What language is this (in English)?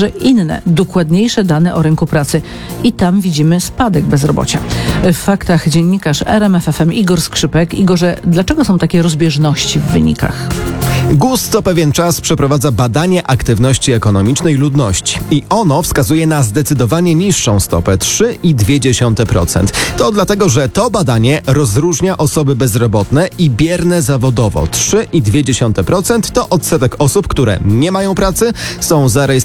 Polish